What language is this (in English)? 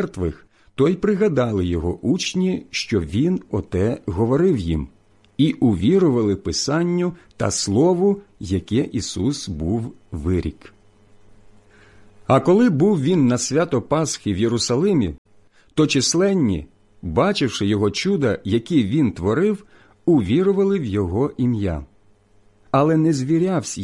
Ukrainian